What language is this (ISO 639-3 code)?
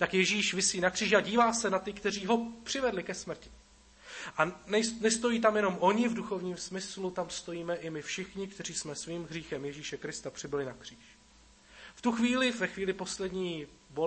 ces